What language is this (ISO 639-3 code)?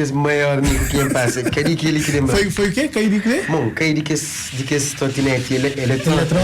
kea